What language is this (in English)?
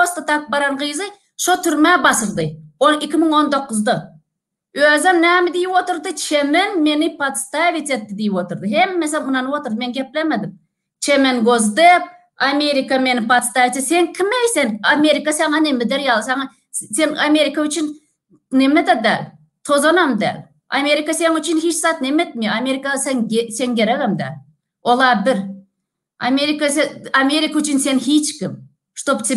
Turkmen